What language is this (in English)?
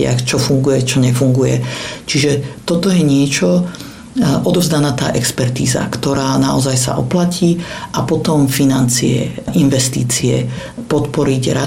Slovak